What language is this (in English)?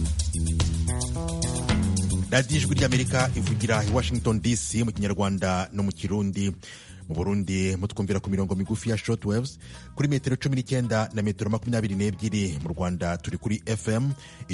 Kinyarwanda